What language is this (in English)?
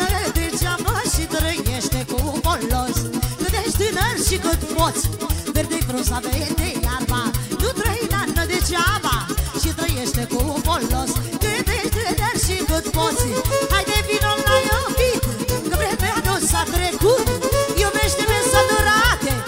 Romanian